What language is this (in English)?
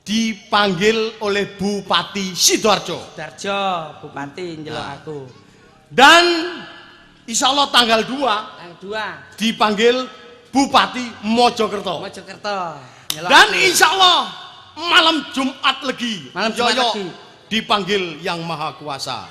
Javanese